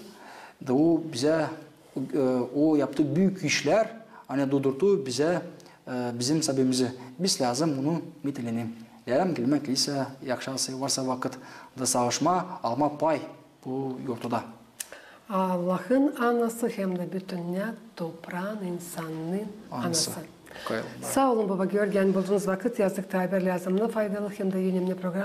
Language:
Gagauz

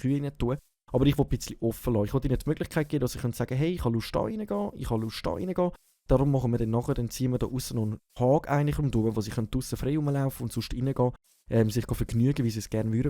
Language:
Swiss German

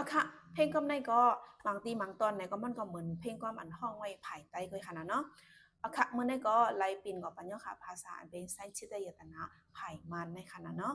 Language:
Shan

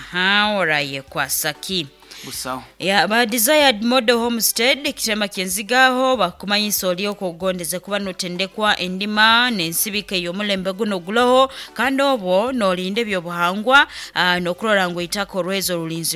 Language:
Nyoro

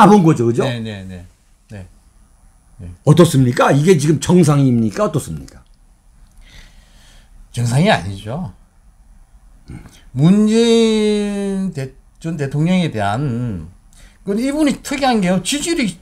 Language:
Korean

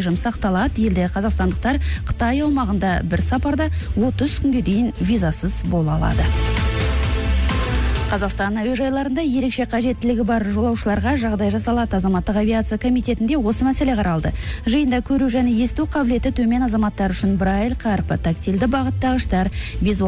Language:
Kazakh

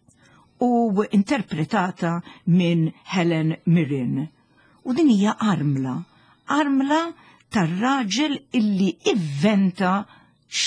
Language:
Maltese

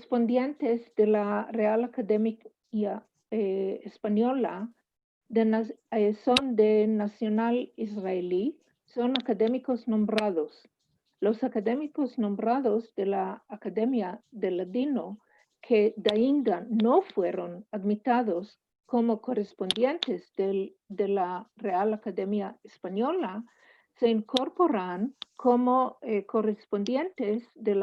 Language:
Ladino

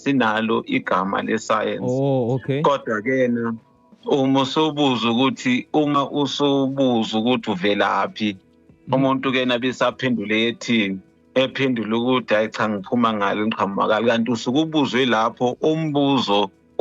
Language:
Zulu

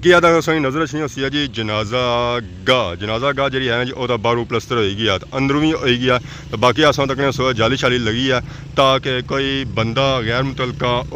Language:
Pahari-Potwari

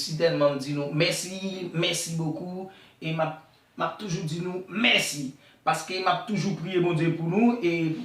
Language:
Haitian Creole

